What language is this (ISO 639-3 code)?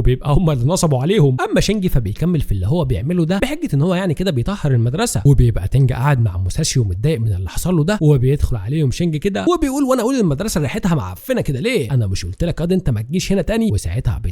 arz